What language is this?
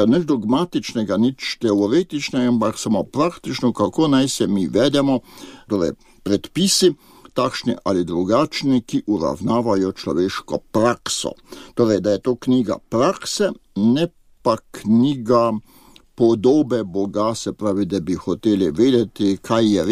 Slovenian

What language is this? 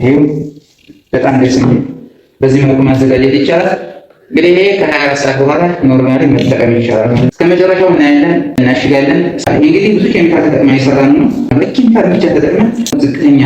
Amharic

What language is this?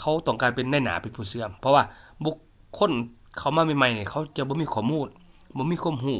Lao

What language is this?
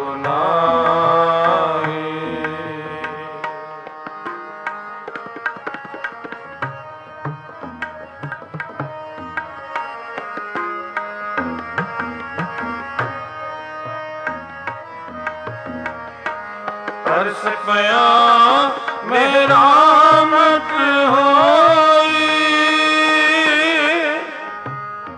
Punjabi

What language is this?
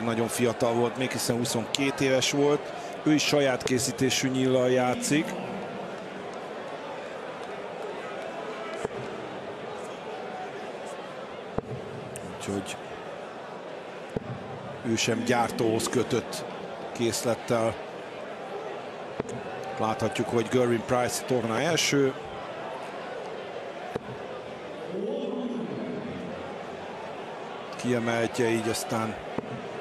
Hungarian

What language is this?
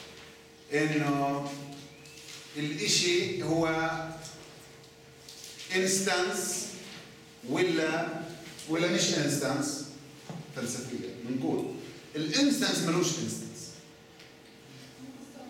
South Levantine Arabic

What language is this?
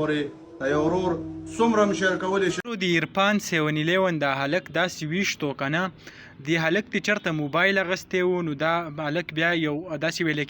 Pashto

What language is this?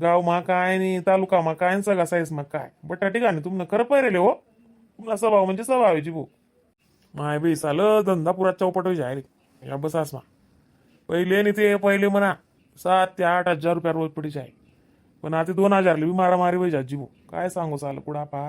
Khandesi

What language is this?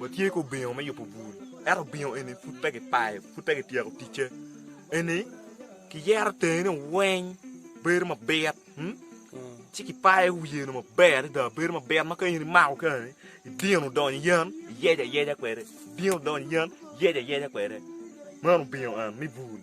Acoli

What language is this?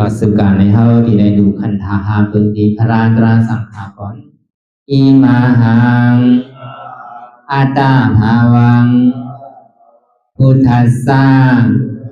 Shan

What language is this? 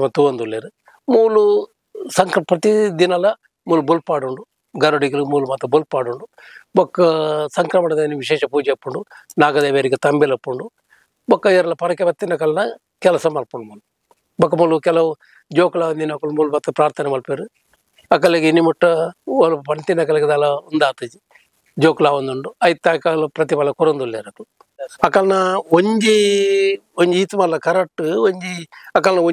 Tulu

